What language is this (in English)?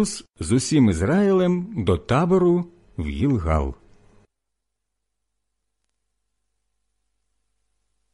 Ukrainian